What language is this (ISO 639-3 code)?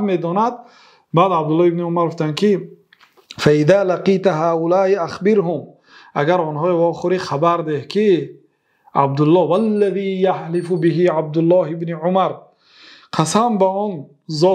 fas